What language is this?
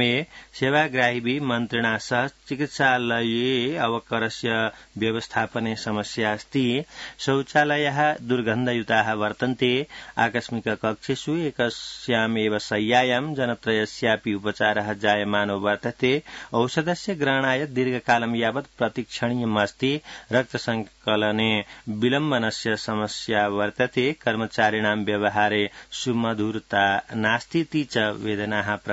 Sanskrit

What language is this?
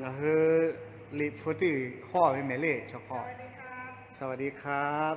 Lahu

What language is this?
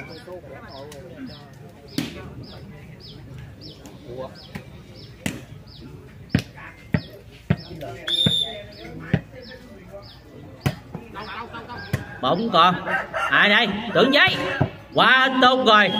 Vietnamese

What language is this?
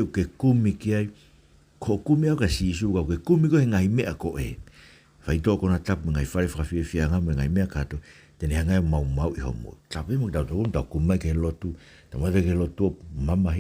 Tongan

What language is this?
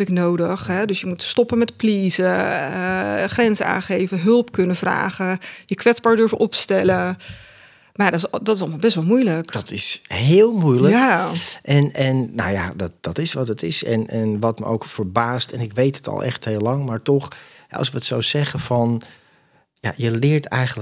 Dutch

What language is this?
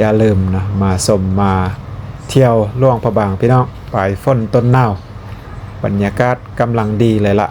Lao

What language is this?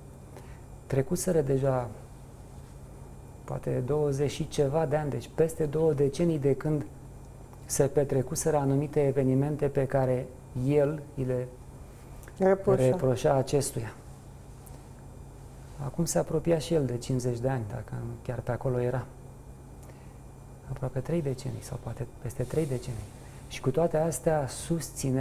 Romanian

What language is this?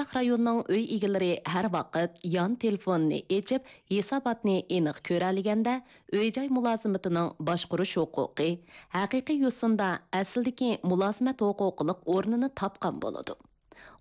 Uyghur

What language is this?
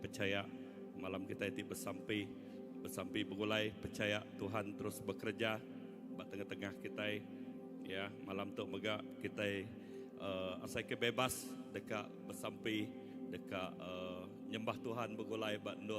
Iban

